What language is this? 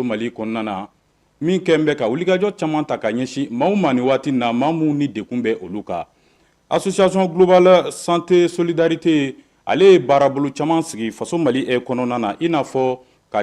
Bambara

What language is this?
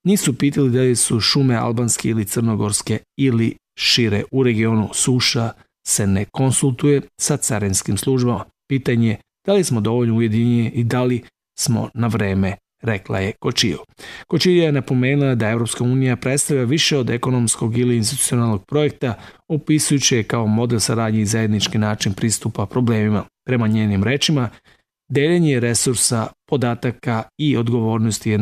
Serbian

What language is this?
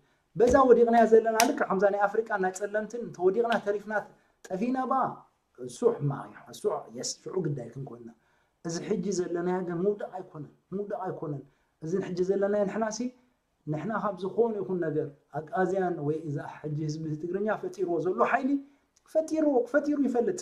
Tigrinya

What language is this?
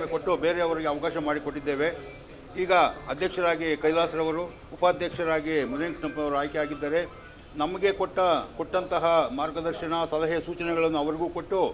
Kannada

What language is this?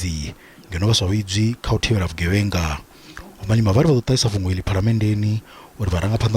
Venda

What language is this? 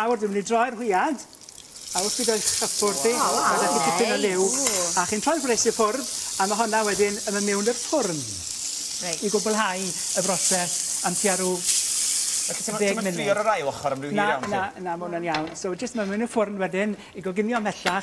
Welsh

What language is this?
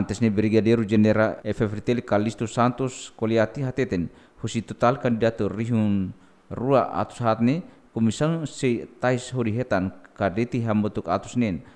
Tetum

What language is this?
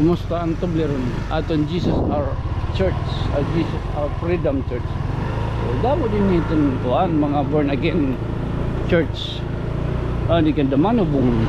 Waray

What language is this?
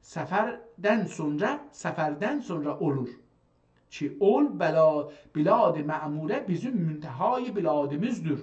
South Azerbaijani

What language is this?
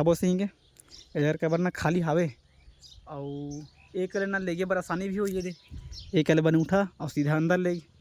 Chhattisgarhi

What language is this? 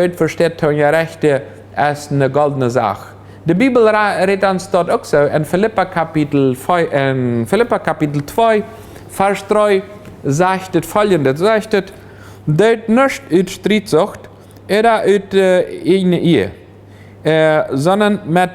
Plautdietsch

